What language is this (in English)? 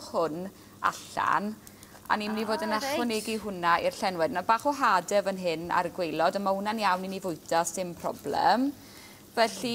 Welsh